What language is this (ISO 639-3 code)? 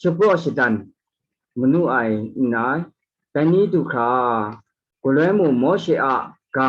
kac